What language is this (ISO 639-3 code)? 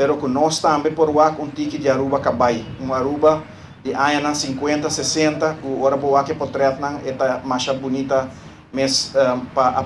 pap